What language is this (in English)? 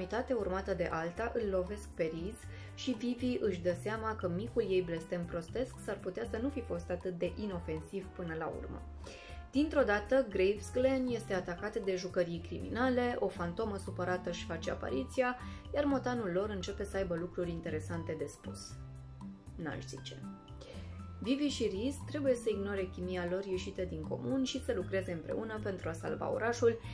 Romanian